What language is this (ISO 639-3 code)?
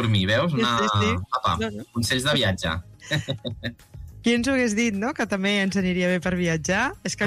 cat